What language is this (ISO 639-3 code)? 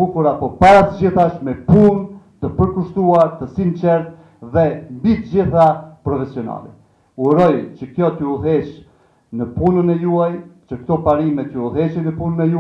sqi